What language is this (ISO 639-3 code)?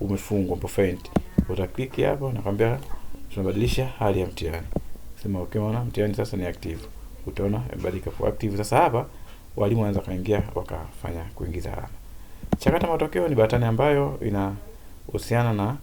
swa